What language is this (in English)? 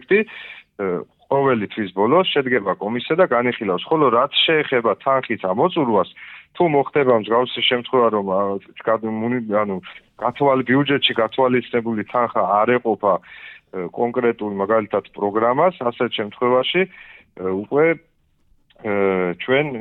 Georgian